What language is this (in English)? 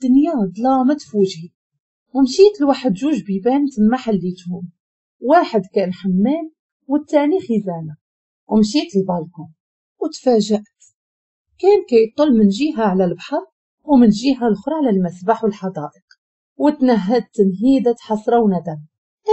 Moroccan Arabic